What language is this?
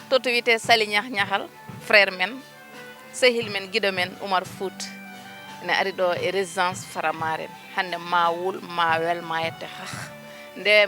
Fula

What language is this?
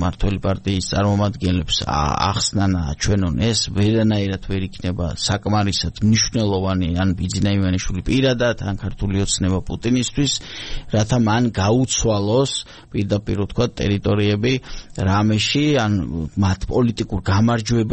Georgian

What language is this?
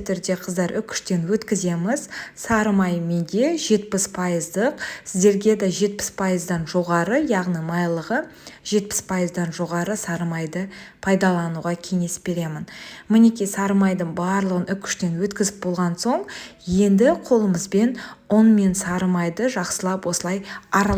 Kazakh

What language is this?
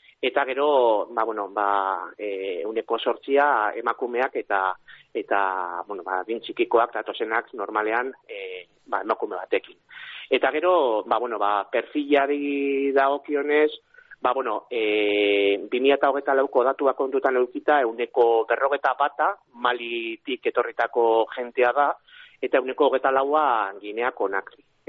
Basque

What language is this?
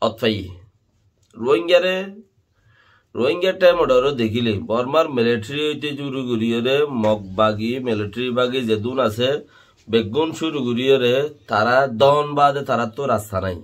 Rohingya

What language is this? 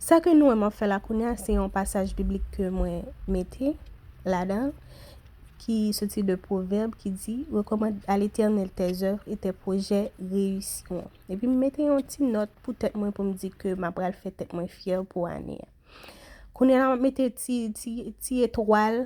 Haitian Creole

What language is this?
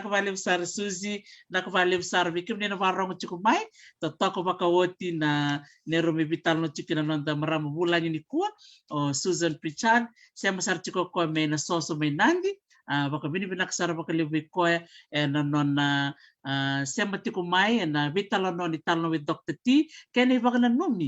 Fijian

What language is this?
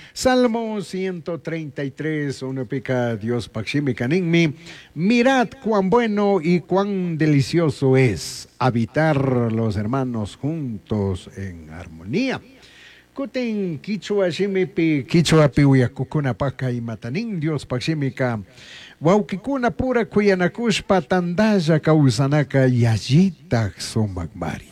Chimborazo Highland Quichua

